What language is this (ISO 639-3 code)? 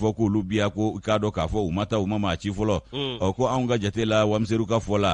bam